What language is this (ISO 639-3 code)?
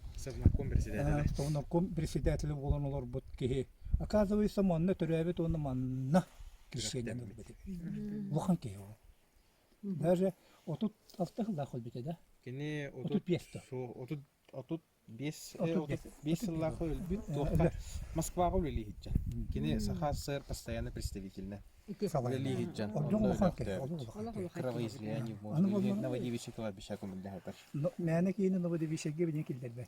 sah